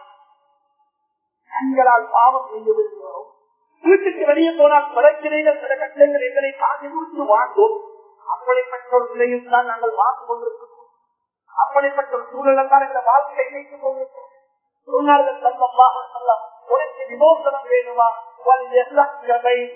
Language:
Tamil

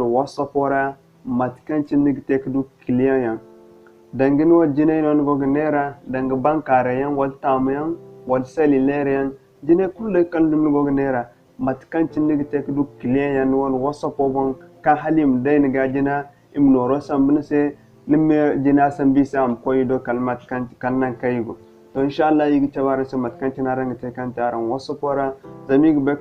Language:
Zarma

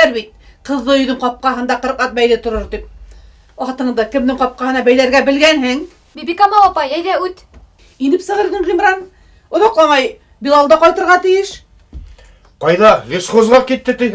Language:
Bashkir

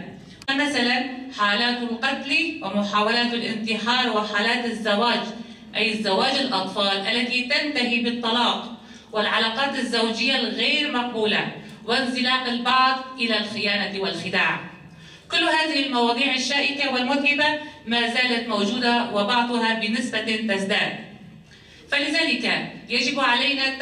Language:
Kurdish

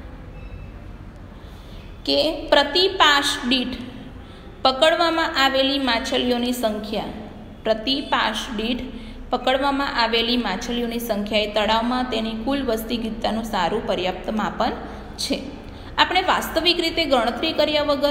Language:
Gujarati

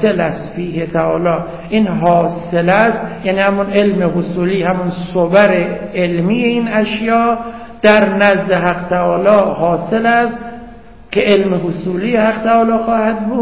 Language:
Persian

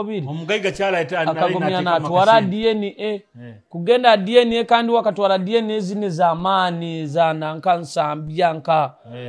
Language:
Nyoro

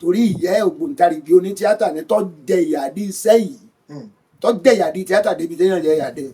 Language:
Yoruba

